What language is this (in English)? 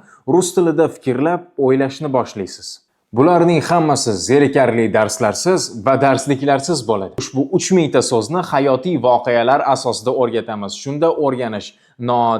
Uzbek